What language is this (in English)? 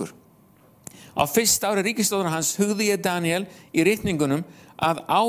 Icelandic